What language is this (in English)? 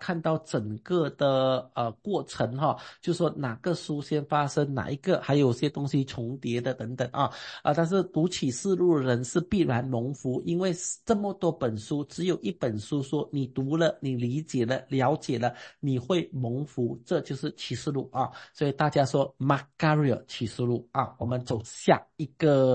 Chinese